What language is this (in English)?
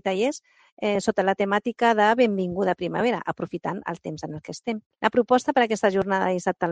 Catalan